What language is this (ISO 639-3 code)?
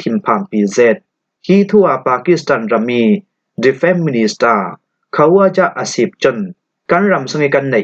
cfm